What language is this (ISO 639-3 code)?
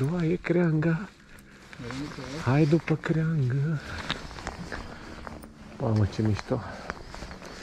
ron